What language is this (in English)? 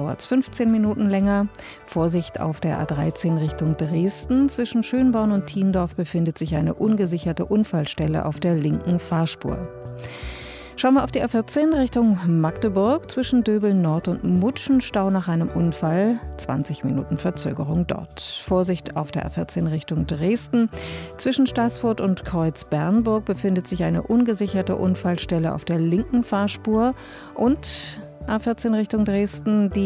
German